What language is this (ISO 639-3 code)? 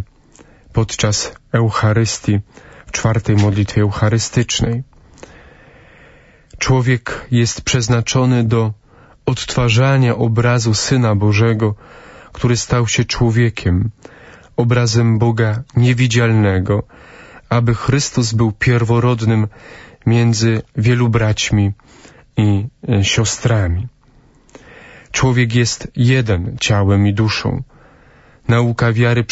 pol